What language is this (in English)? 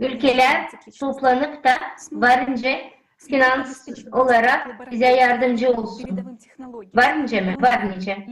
Gagauz